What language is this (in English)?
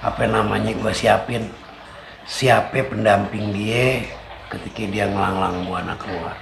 Betawi